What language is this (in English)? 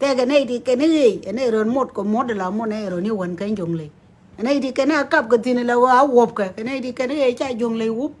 Nuer